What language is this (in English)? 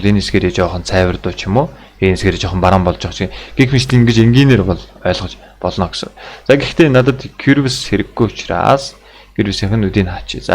Mongolian